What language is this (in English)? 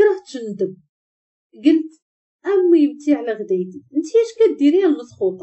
Moroccan Arabic